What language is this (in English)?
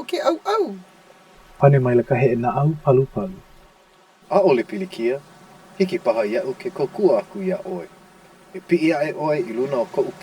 Hawaiian